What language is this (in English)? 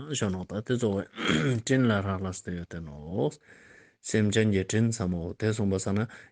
Ladakhi